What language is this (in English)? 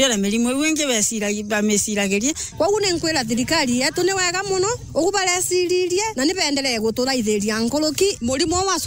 Meru